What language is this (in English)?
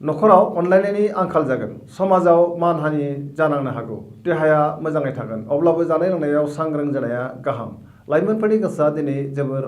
Bodo